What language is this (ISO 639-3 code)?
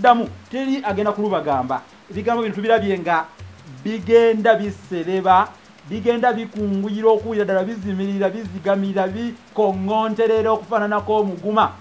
lug